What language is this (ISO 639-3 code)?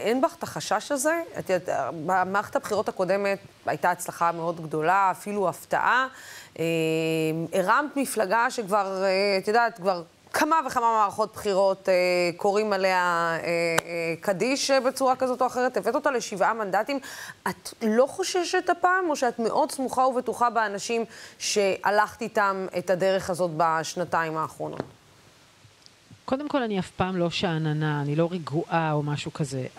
heb